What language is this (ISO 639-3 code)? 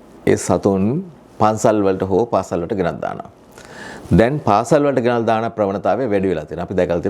sin